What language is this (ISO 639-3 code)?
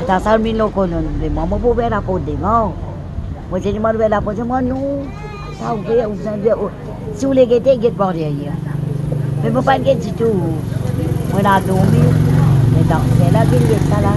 mfe